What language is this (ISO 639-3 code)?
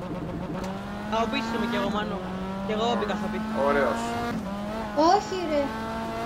ell